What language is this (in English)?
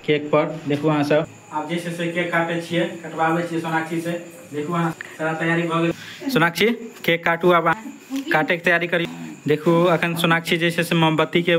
Maithili